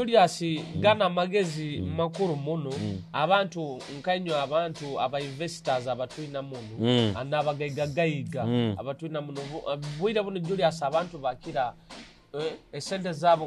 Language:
Nyoro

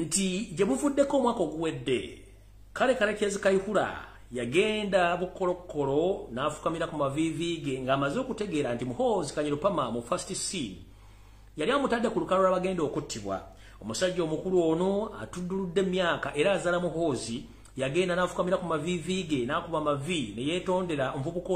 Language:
Ganda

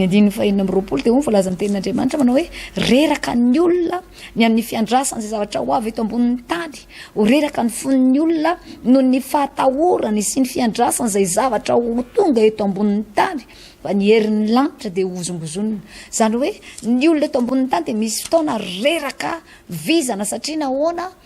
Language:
Malagasy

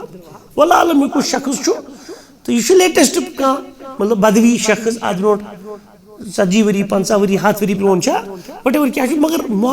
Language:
Kashmiri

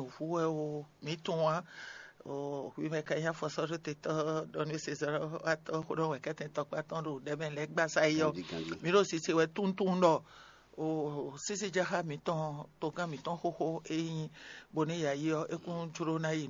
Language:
Fon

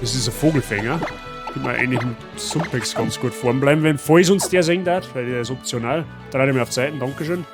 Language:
Bavarian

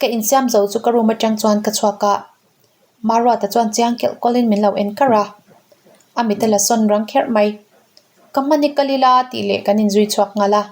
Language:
Mizo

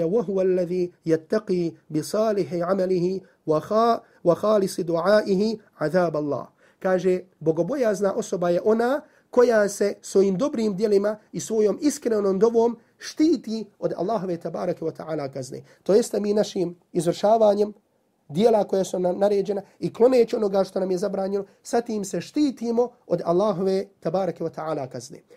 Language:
Bosnian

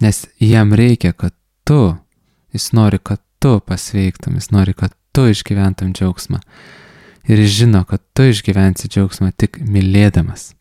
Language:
Lithuanian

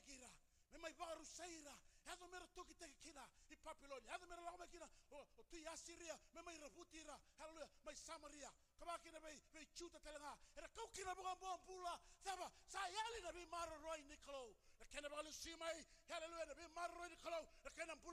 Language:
Fijian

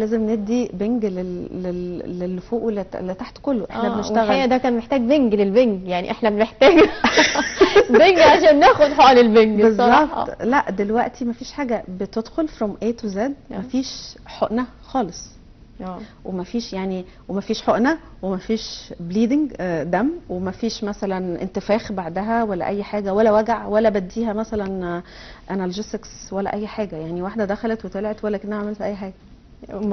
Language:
Egyptian Arabic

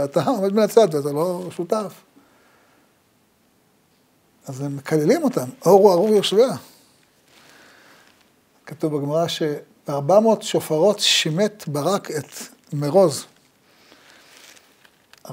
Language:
Hebrew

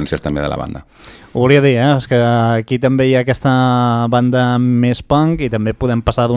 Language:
Catalan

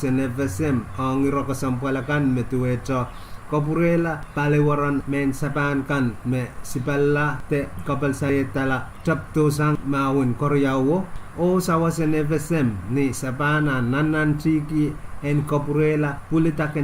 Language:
Pohnpeian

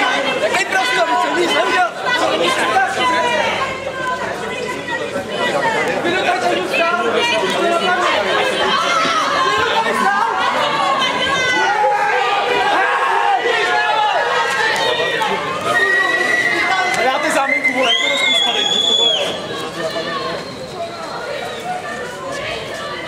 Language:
Czech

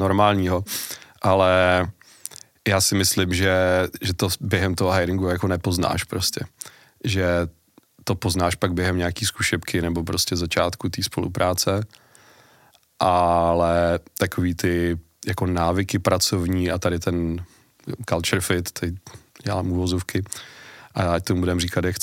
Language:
Czech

